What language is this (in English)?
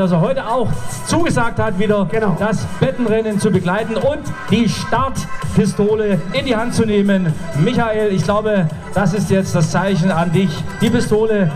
German